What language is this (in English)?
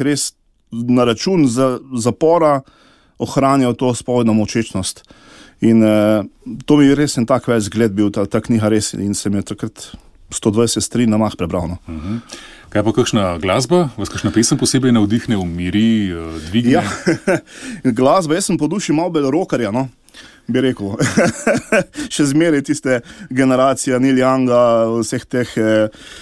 Slovenian